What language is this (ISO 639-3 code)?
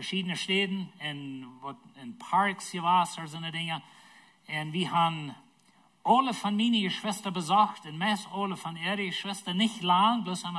pdt